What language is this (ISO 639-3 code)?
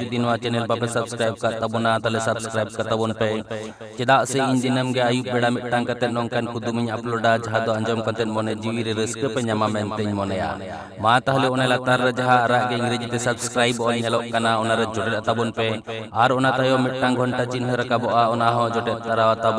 sat